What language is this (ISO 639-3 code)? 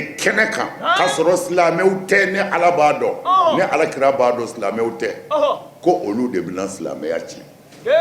bam